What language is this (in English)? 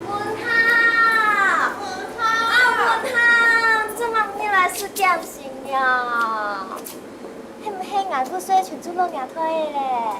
Hakka Chinese